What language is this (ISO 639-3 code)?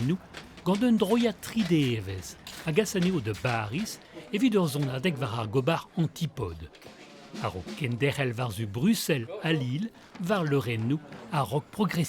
bre